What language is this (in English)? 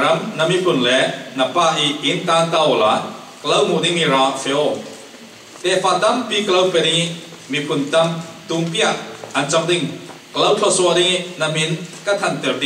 Falam Chin